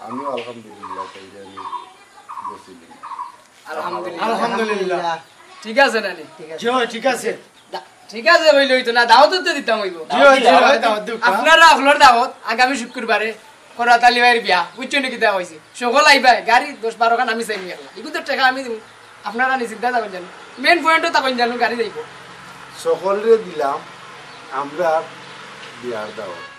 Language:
Sylheti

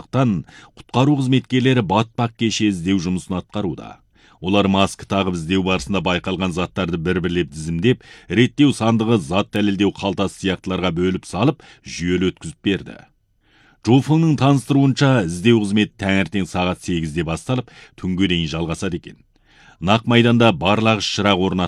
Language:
Kazakh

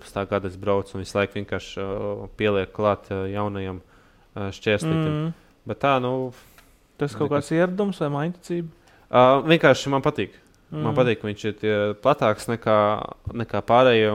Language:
Latvian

